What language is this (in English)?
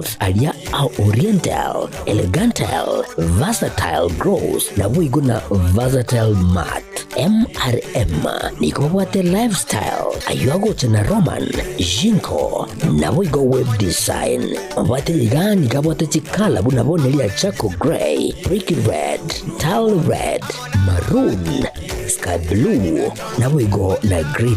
Gusii